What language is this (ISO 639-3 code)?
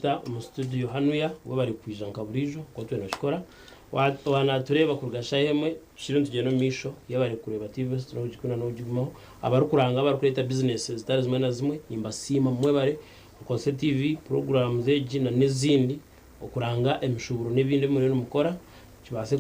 nyn